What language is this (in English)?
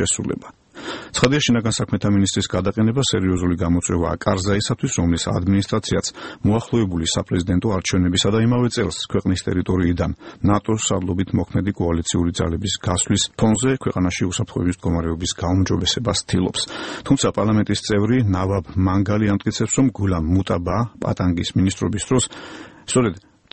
Georgian